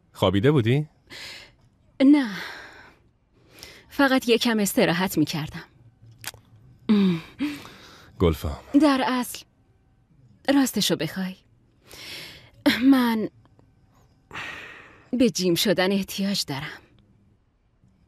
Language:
Persian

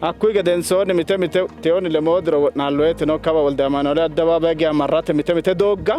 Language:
Sidamo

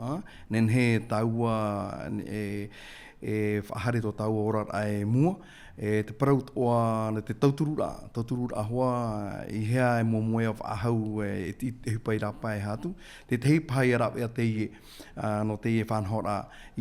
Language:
Tahitian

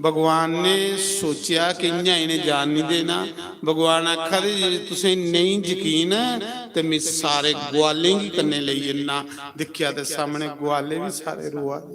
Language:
Dogri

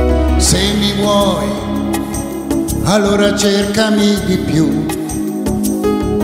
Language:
Italian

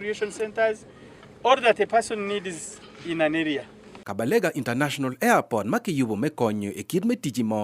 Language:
Acoli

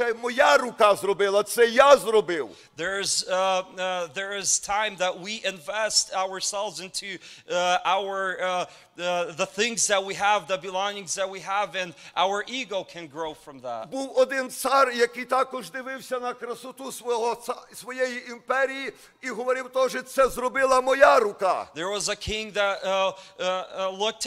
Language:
Ukrainian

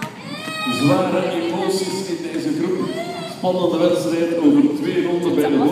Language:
Dutch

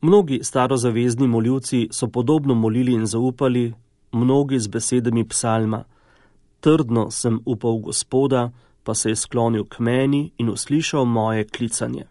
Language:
Slovenian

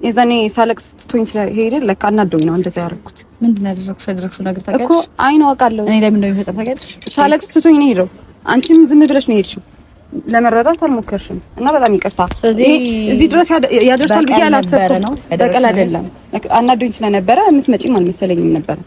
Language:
Amharic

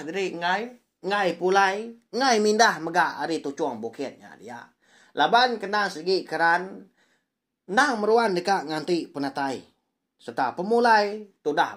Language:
Iban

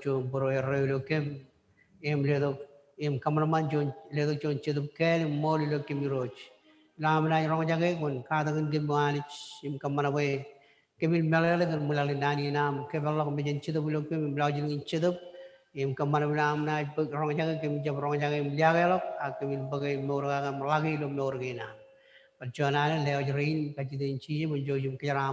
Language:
Marshallese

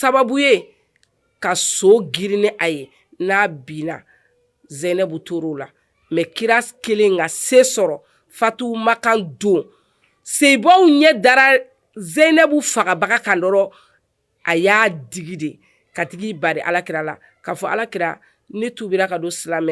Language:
Bambara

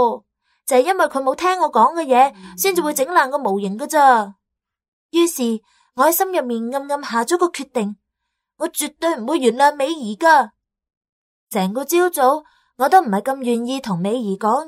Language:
Cantonese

